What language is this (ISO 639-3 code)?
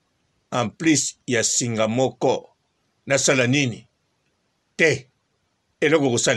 lin